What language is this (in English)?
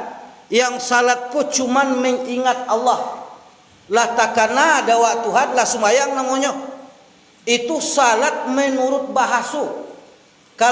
Minangkabau